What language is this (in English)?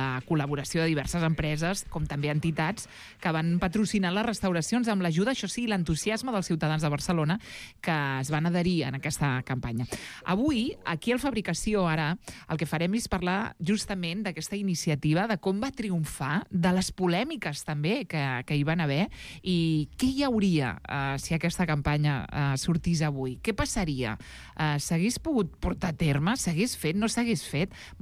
Catalan